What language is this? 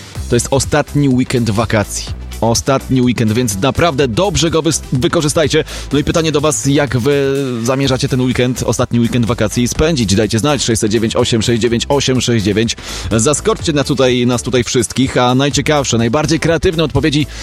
Polish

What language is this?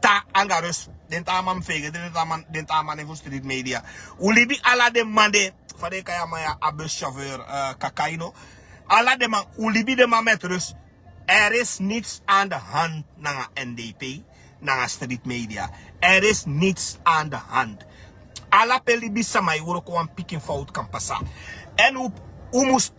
Sranan Tongo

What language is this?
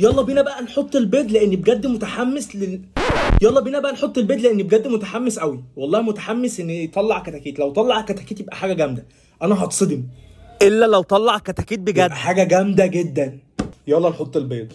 Egyptian Arabic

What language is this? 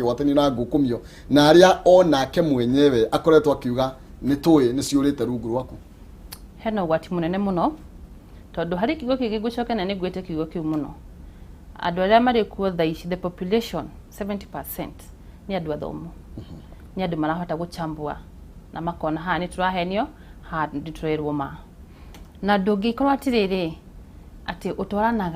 Kikuyu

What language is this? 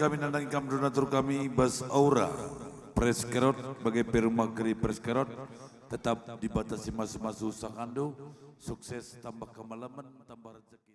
Batak Karo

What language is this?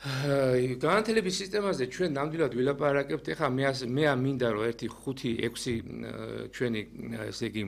Georgian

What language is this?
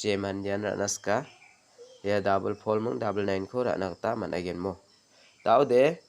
Garo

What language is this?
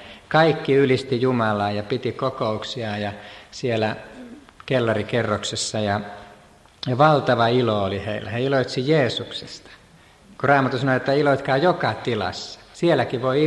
Finnish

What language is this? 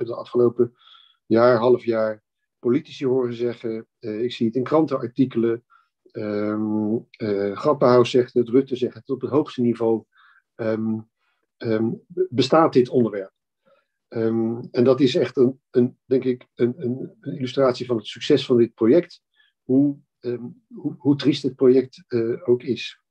Dutch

